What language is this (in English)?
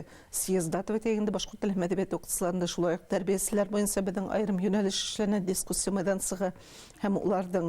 Bashkir